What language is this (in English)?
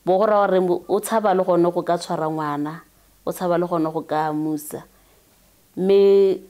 Tswana